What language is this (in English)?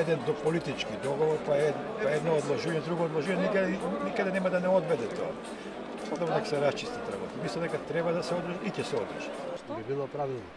Macedonian